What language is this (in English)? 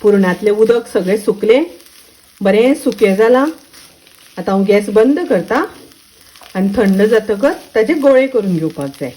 Konkani